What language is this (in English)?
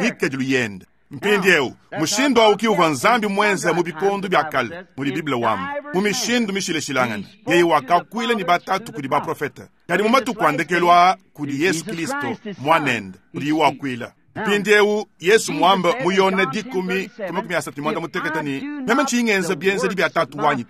Luba-Lulua